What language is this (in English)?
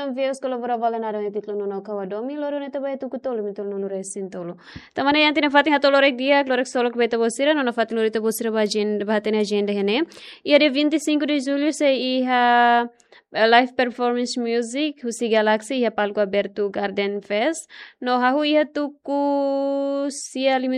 Tetum